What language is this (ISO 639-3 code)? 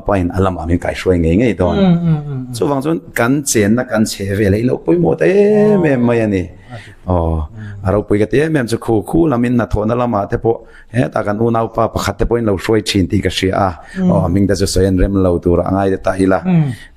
lus